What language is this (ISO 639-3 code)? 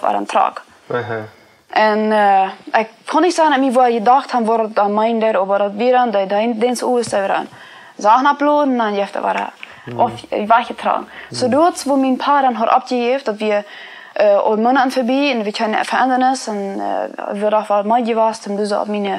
pdt